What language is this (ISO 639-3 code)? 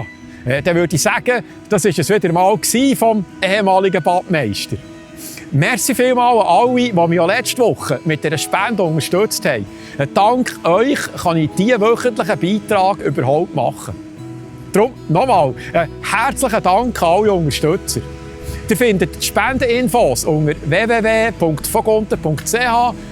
gsw